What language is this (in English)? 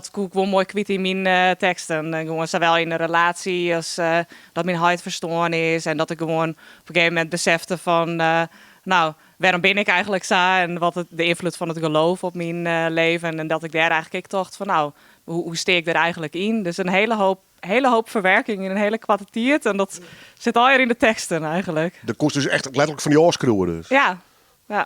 Western Frisian